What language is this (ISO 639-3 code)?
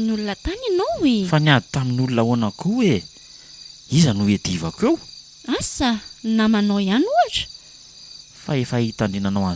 mlg